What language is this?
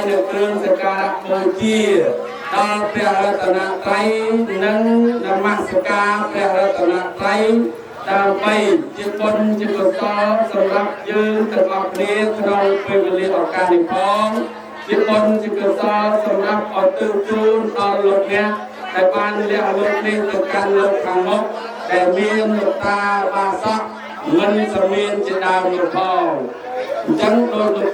Khmer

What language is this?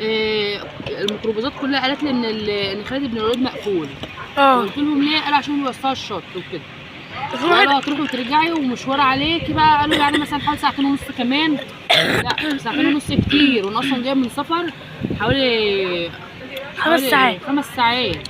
Egyptian Arabic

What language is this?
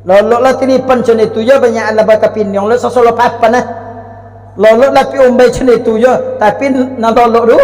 Minangkabau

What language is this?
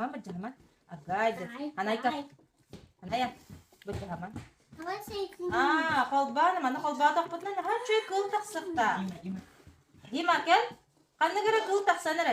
Yakut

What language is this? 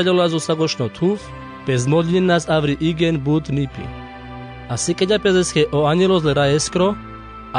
Carpathian Romani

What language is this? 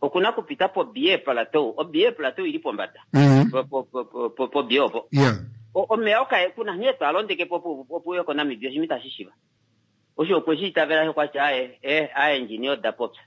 Kuanyama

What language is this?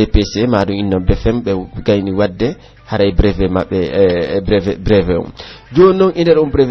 Pular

